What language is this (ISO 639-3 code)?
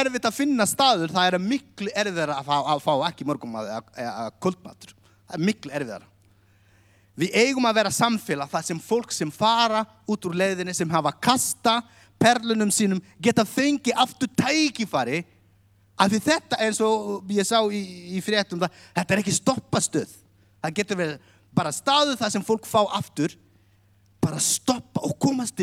isl